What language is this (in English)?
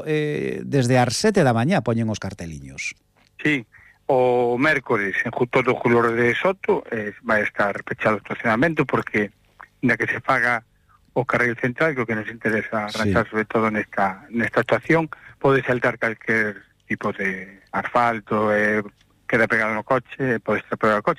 Galician